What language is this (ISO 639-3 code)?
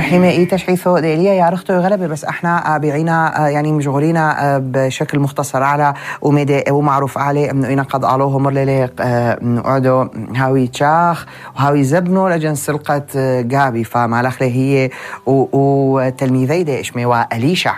apc